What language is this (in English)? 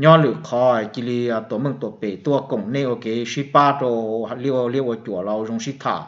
Hmong